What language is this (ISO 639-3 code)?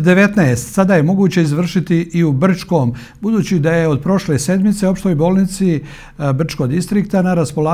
bos